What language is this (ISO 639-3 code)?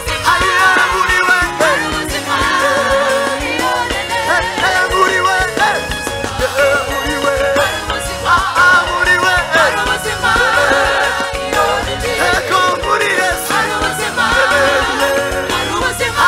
kin